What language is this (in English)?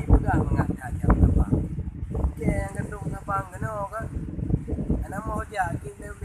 Achinese